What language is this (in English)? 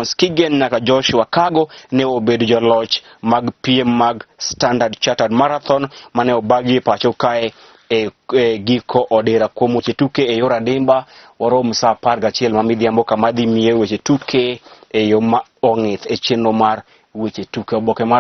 Luo (Kenya and Tanzania)